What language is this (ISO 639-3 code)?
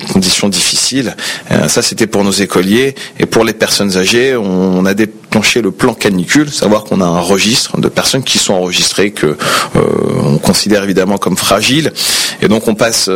fra